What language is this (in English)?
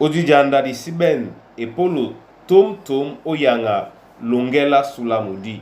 Duala